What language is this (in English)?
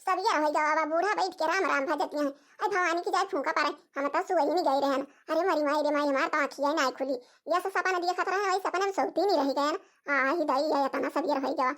Awadhi